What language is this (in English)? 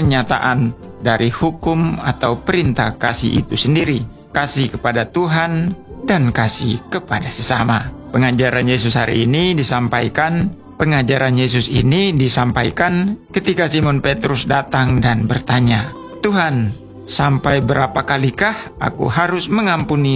Indonesian